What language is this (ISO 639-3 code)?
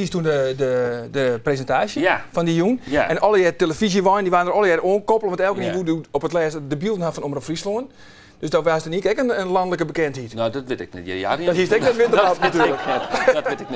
fry